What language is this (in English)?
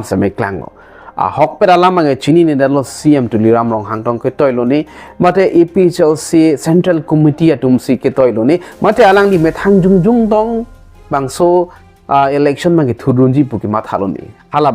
Karbi